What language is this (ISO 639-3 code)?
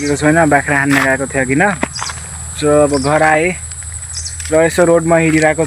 nep